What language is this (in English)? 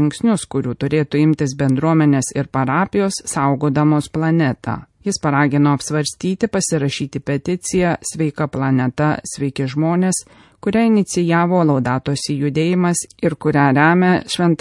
Lithuanian